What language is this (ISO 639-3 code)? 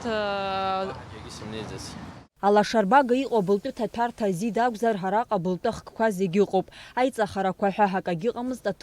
abk